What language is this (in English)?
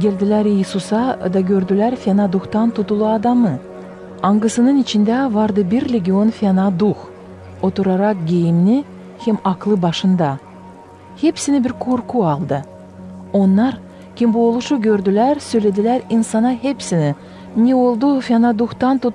Gagauz